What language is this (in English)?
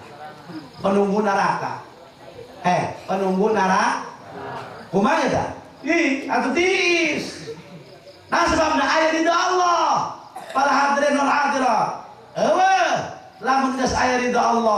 Sundanese